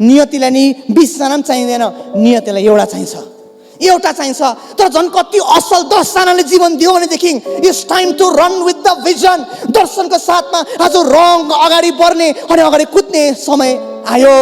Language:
Nepali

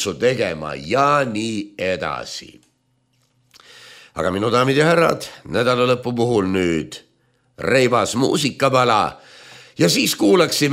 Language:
Estonian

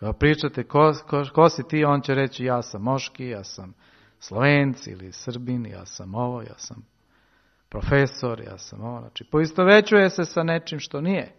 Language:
Serbian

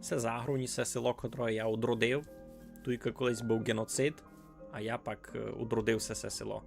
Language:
Rusyn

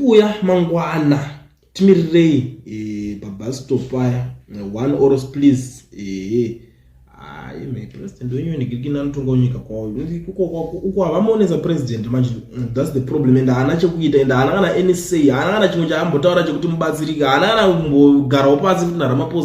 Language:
Shona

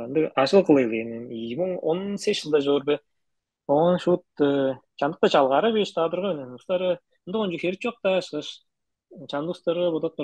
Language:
Tuvinian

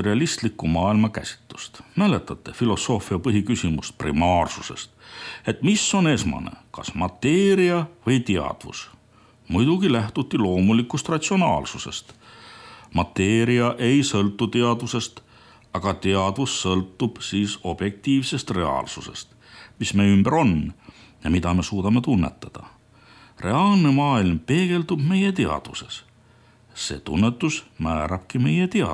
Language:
Estonian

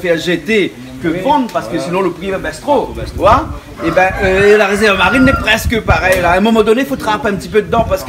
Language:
Réunion Creole French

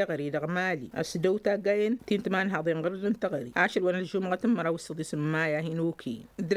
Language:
Tamasheq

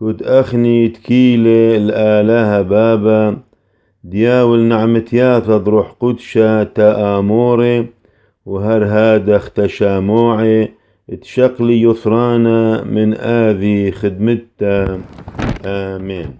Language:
Classical Syriac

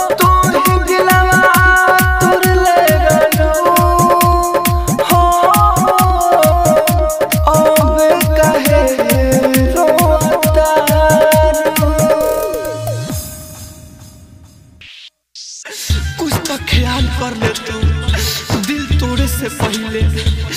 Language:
Bhojpuri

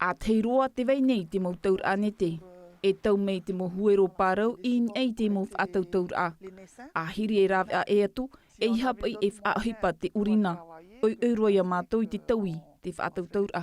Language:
Tahitian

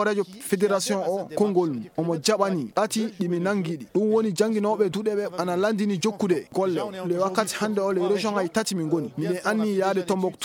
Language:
Fula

